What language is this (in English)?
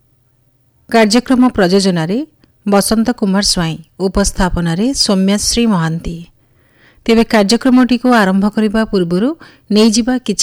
Odia